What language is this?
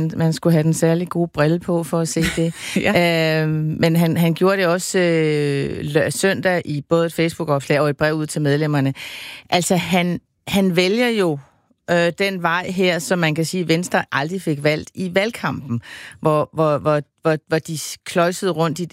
Danish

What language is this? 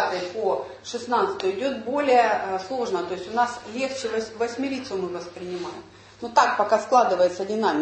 Russian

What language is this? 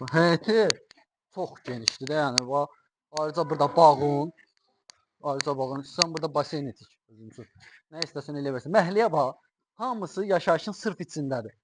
Azerbaijani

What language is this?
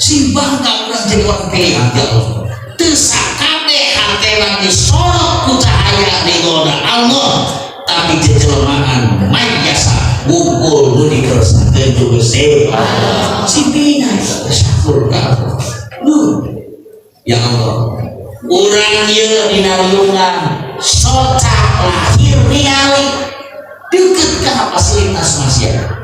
Sundanese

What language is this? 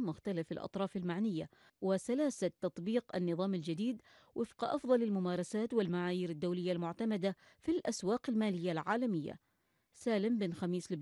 Arabic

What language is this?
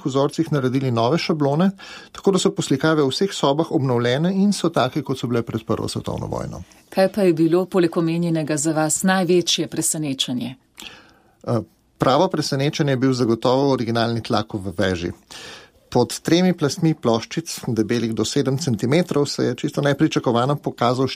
Slovenian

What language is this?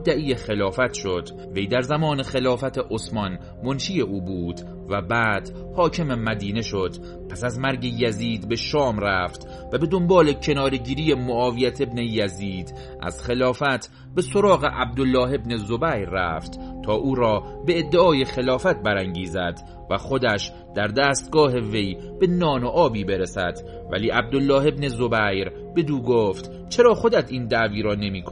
Persian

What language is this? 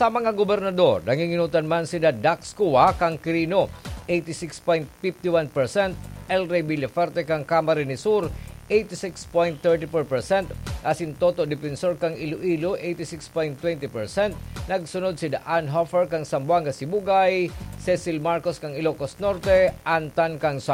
Bikol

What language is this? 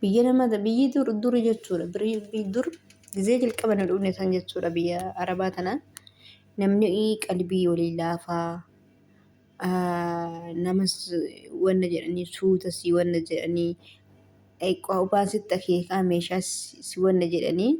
Oromo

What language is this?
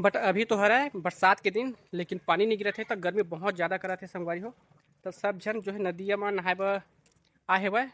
Chhattisgarhi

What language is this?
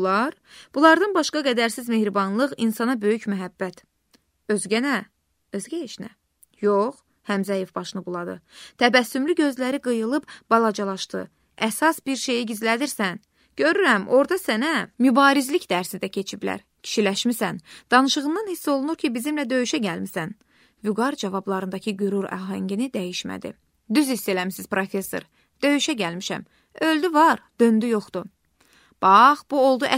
Azerbaijani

